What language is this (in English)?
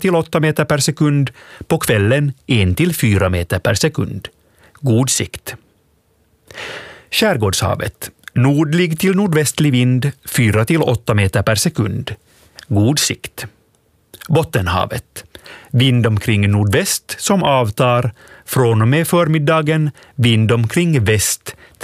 Swedish